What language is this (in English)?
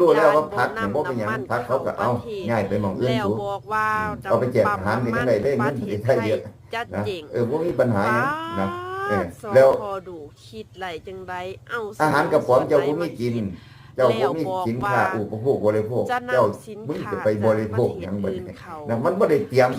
Northeastern Thai